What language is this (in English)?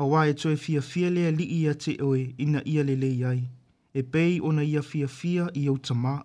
Samoan